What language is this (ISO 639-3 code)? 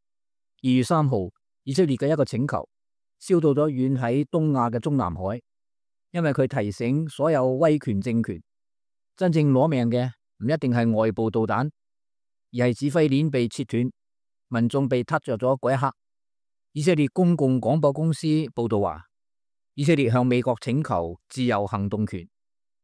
yue